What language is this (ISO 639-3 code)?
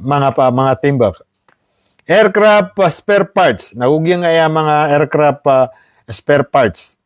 mrw